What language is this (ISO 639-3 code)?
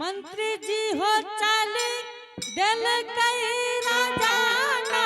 anp